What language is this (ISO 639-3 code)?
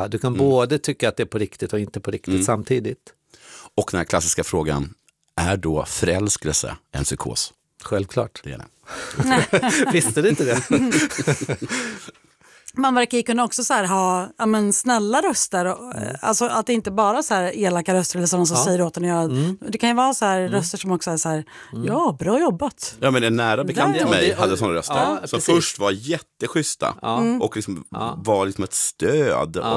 swe